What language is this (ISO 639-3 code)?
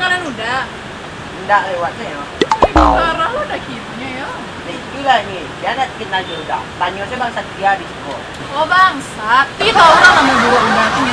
min